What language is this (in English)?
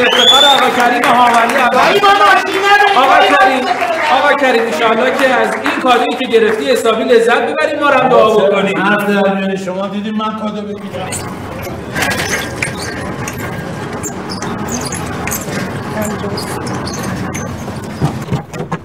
Persian